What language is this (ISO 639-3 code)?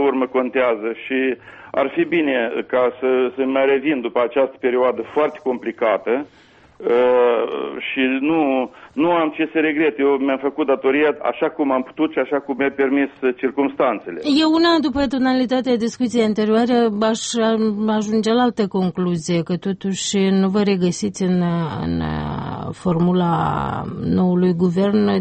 ron